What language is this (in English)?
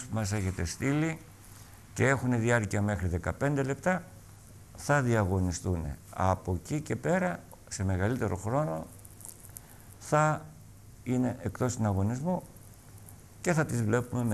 Greek